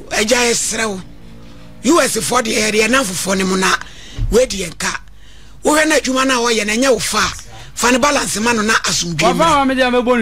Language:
Akan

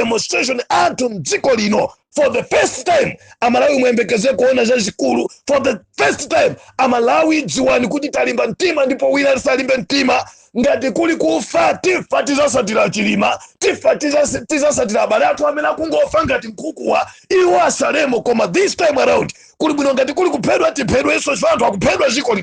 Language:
Nyanja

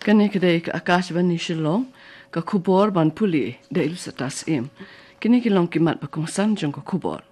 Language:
Khasi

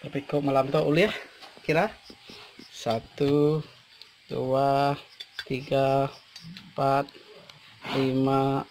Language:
Iban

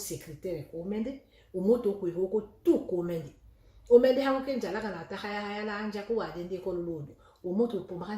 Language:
Tetela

